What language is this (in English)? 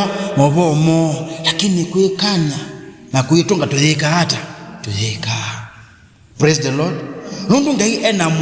Kamba